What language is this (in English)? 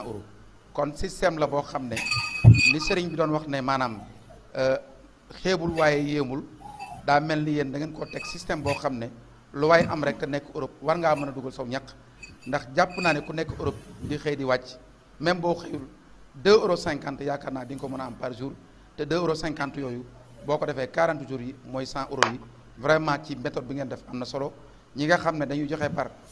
Wolof